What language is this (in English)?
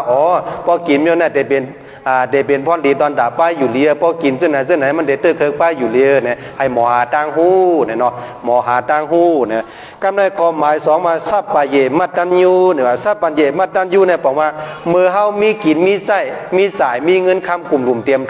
Shan